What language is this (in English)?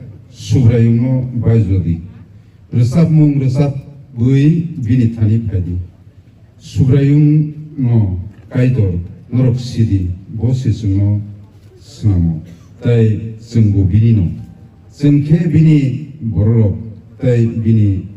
Kok Borok